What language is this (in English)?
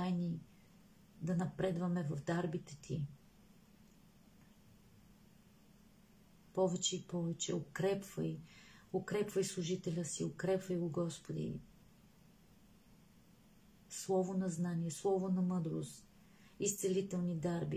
Bulgarian